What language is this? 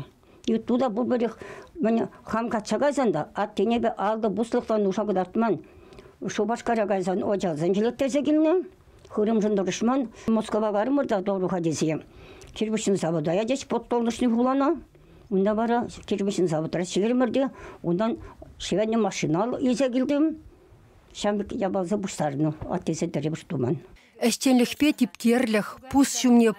Chuvash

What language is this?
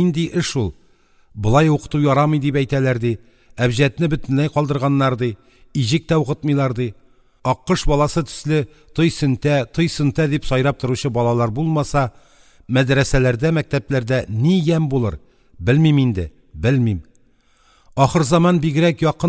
Tatar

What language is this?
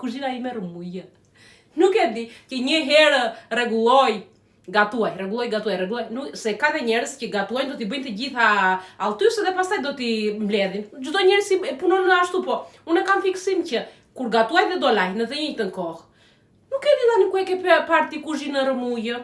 Albanian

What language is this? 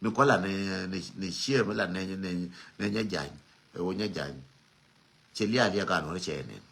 Nuer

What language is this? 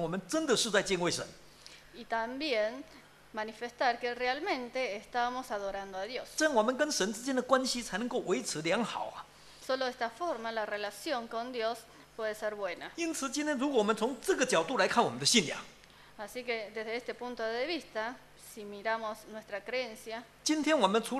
Chinese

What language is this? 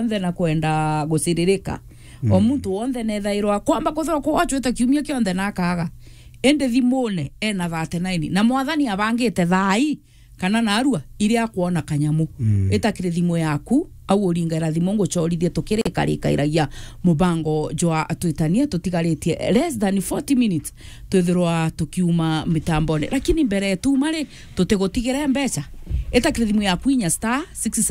Meru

